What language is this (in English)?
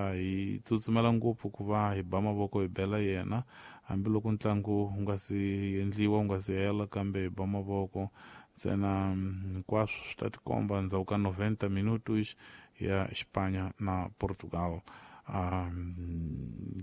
Tsonga